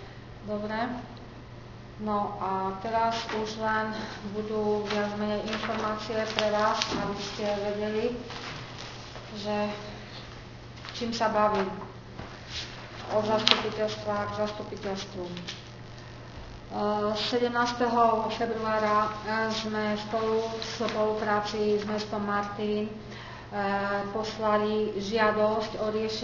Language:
Slovak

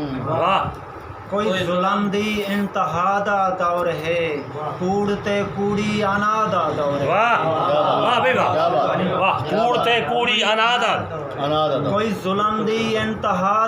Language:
Saraiki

